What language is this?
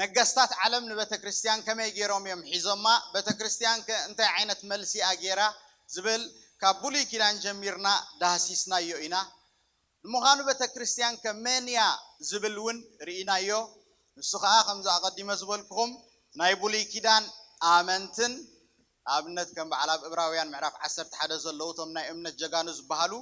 Tigrinya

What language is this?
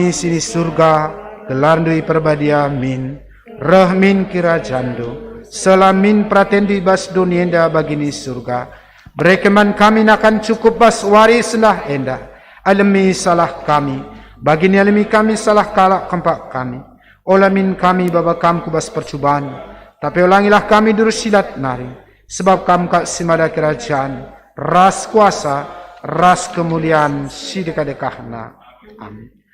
Batak Karo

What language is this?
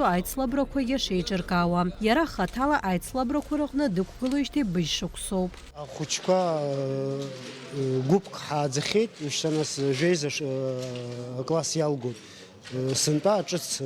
Abkhazian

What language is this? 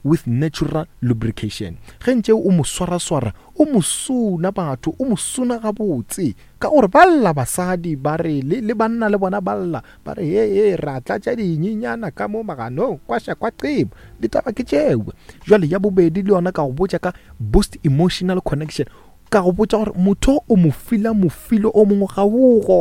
Northern Sotho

